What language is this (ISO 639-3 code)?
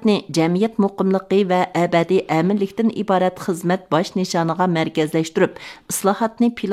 uig